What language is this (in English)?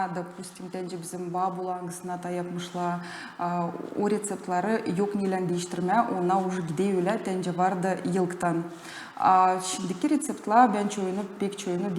Gagauz